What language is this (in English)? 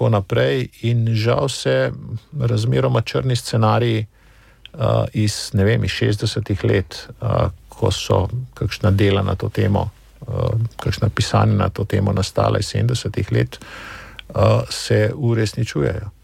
Slovenian